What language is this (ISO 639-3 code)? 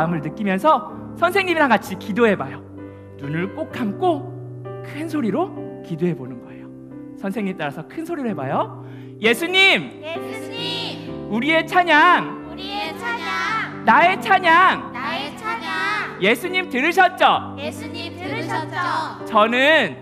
kor